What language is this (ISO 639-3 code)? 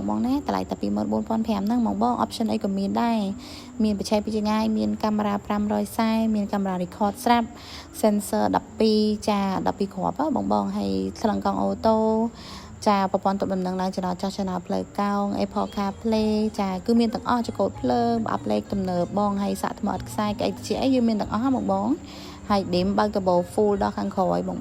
khm